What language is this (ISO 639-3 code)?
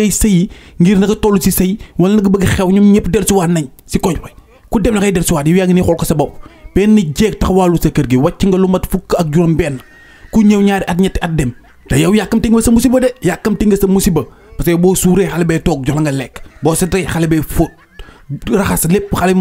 wol